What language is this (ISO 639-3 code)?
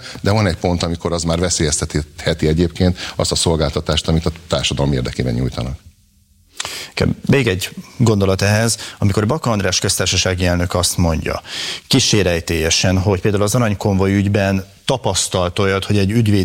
hun